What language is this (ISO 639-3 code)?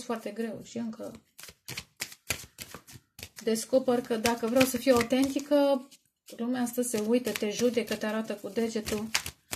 ron